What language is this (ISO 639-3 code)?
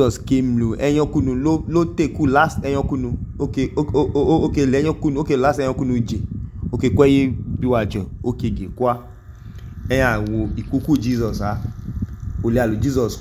idu